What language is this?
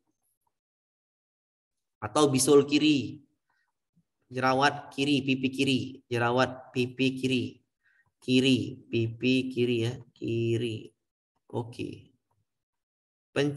Indonesian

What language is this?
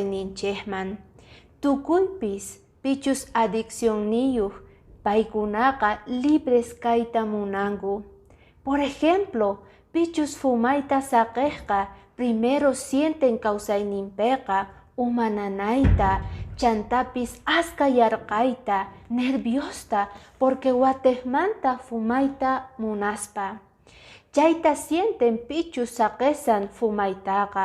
Quechua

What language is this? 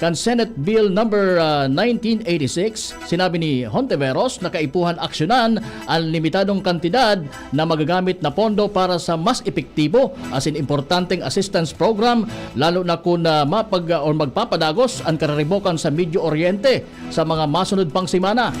Bikol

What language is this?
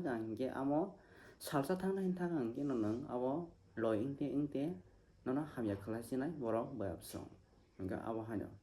Kok Borok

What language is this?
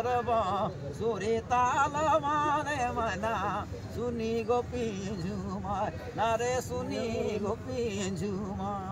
Sadri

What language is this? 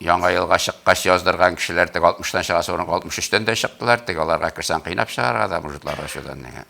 Tatar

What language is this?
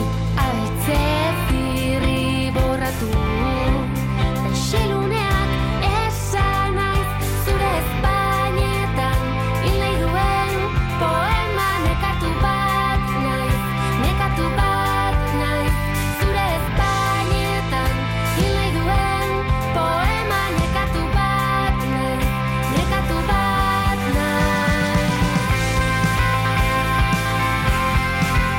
Basque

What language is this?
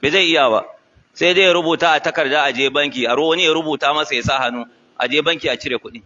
Hausa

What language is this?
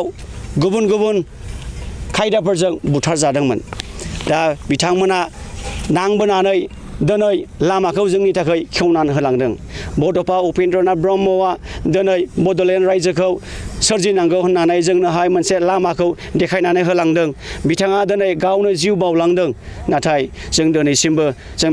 Bodo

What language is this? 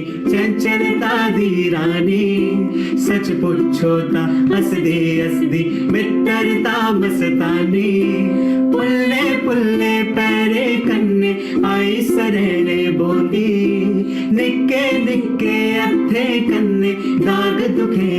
Dogri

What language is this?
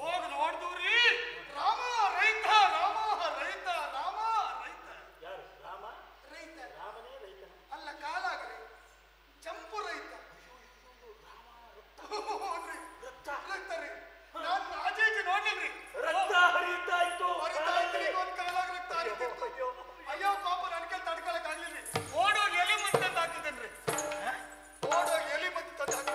Kannada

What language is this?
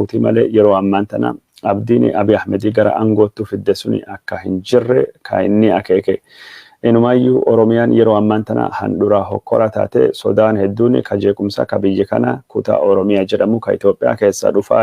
Oromo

